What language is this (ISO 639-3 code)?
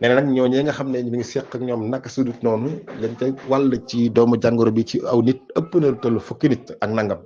wol